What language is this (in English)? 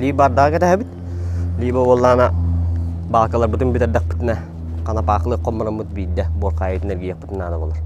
Yakut